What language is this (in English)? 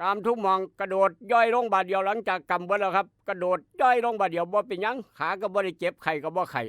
Northeastern Thai